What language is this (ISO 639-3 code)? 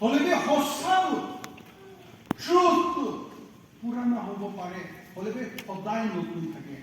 nag